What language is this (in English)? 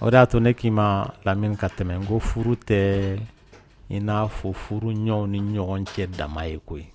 Dyula